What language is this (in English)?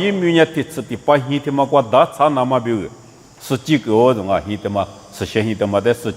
Lisu